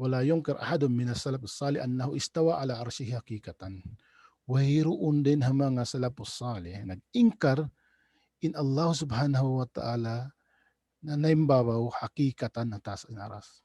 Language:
Tausug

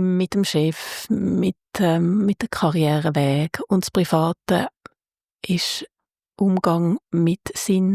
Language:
Swiss German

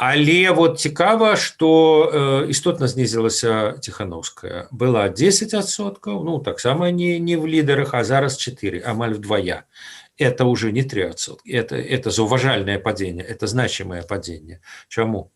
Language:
Belarusian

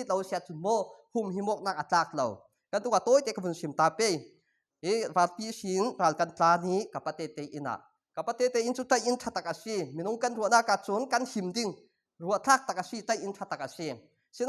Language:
Falam Chin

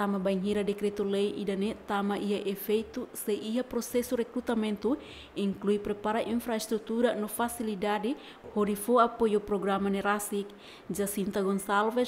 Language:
Tetum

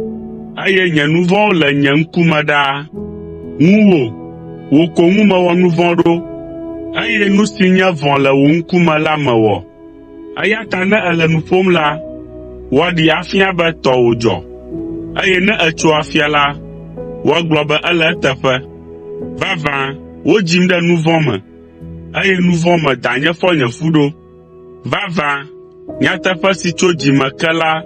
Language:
Ewe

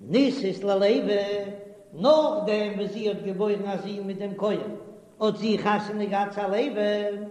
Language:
Yiddish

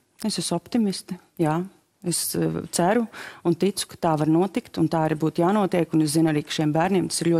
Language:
Latvian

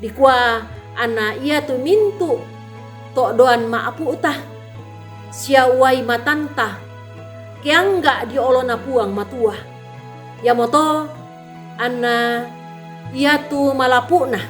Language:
Toraja-Sa'dan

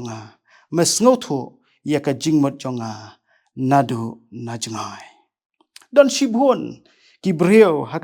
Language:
Khasi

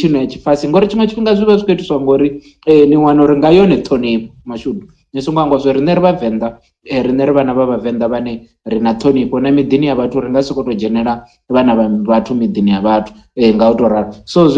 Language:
Venda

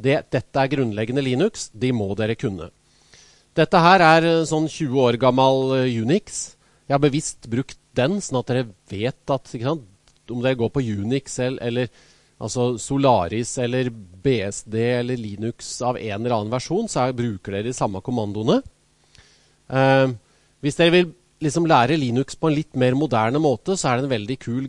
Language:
Norwegian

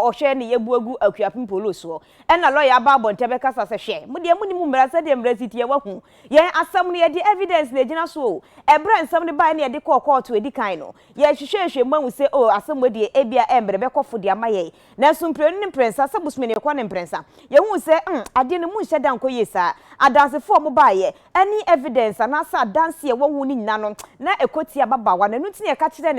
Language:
Akan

